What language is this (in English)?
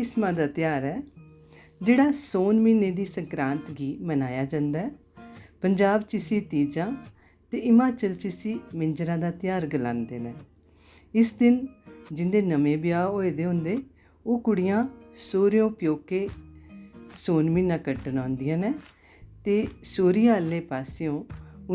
Dogri